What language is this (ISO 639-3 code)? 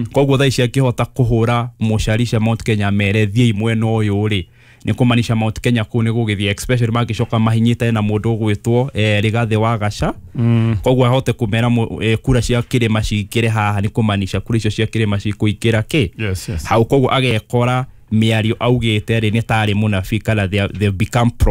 kik